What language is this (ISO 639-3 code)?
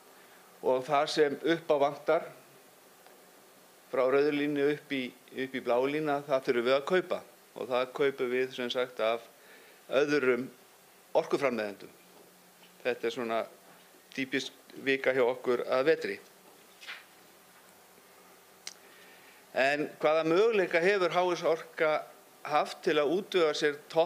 isl